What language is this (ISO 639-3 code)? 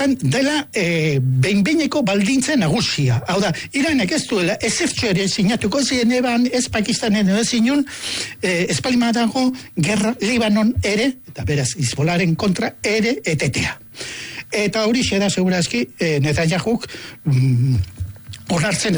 eus